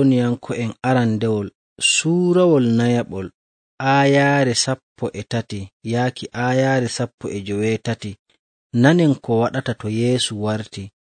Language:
Nigerian Fulfulde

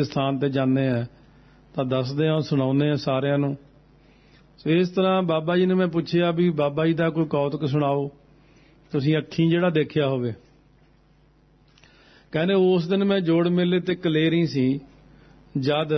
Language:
Punjabi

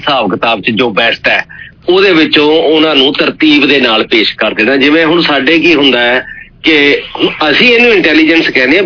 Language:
Punjabi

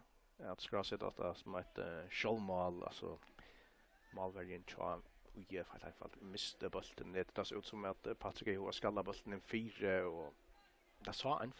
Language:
Faroese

